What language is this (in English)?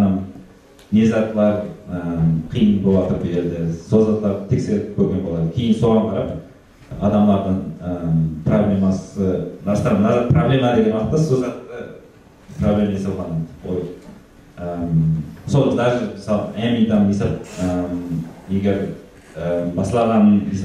Kara-Kalpak